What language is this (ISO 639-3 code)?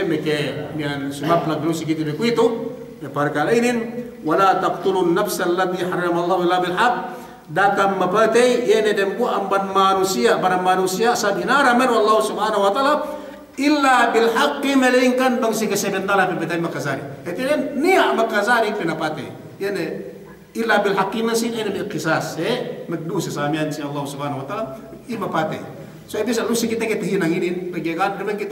yka